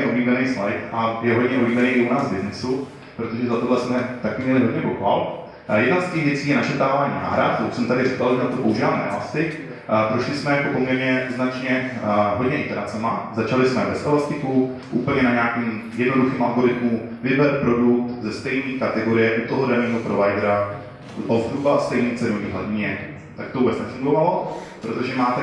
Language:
Czech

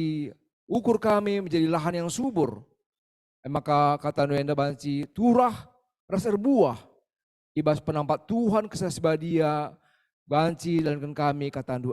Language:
Batak Karo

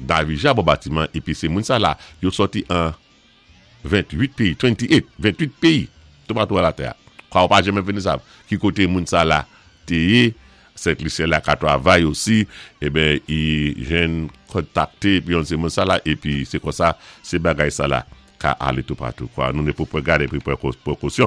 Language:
Saint Lucian Creole French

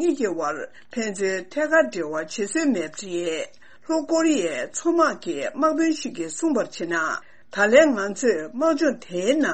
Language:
Tibetan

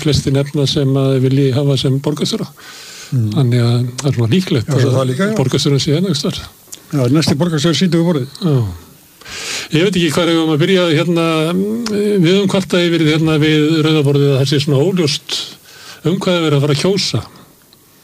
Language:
Icelandic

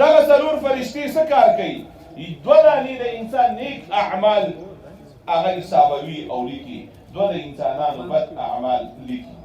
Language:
Pashto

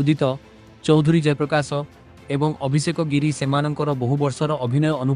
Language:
Odia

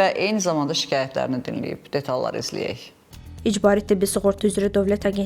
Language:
Azerbaijani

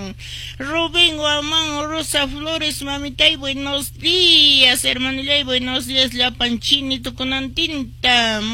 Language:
Quechua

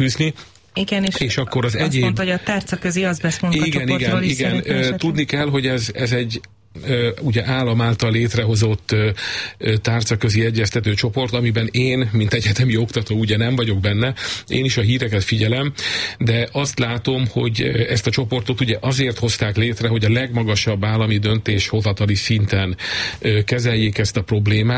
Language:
Hungarian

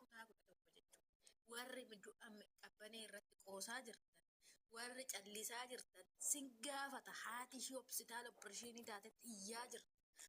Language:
Oromo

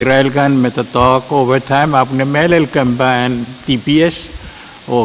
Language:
Pohnpeian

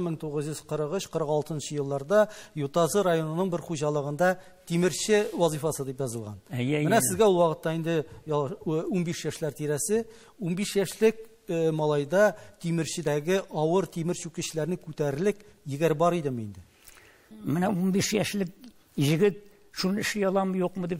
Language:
Tatar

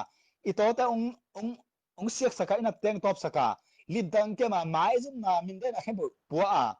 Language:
Tedim Chin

